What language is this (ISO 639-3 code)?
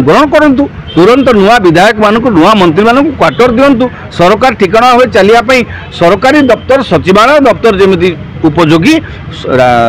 ori